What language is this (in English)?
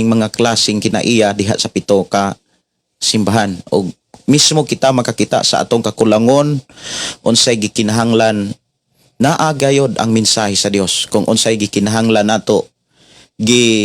Cebuano